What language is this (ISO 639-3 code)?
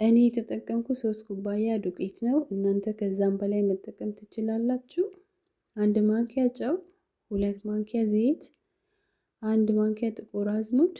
amh